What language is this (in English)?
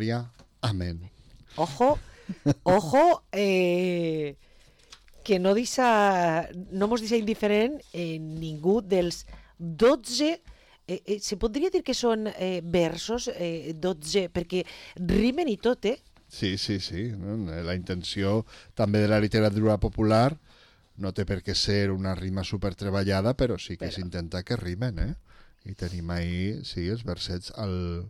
Catalan